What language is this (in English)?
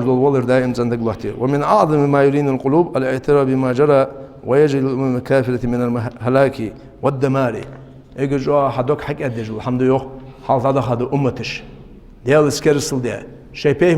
Ingush